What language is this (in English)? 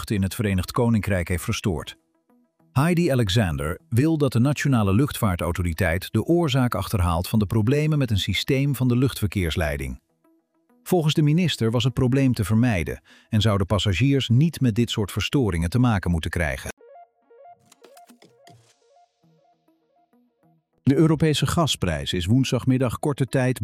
Dutch